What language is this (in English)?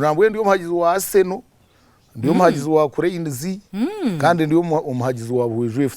Nyankole